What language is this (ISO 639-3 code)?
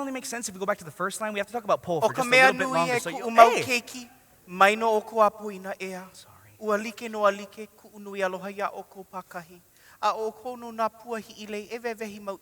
haw